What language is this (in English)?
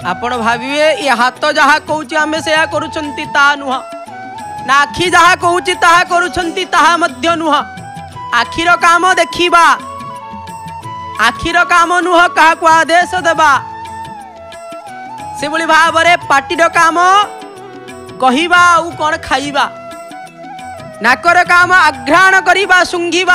Odia